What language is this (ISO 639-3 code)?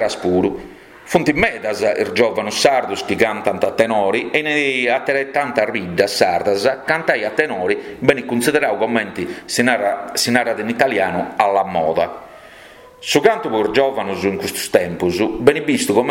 srd